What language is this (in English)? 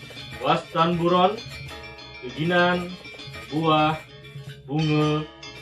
Balinese